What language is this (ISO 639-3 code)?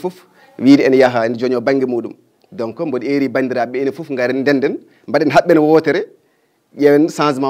ful